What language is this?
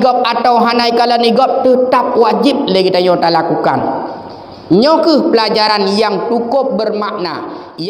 Achinese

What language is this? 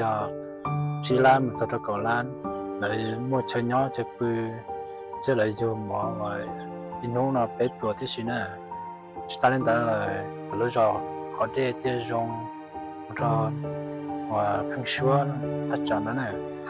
Hmong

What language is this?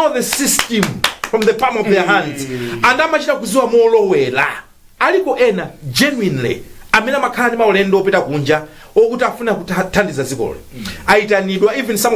Nyanja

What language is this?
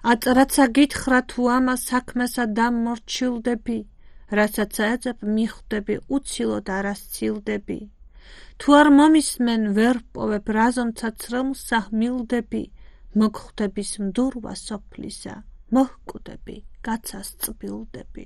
Georgian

